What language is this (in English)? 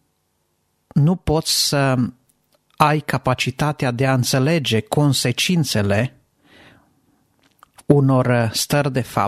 Romanian